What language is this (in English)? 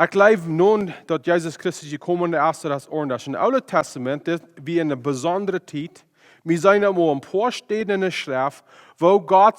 Plautdietsch